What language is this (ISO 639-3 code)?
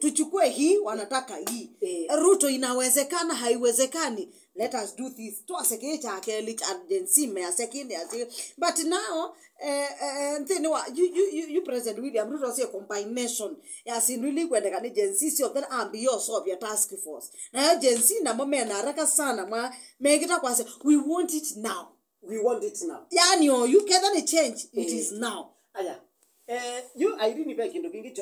kam